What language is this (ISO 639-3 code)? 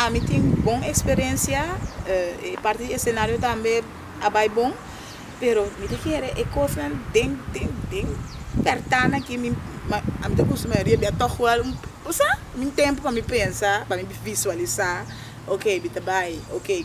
pap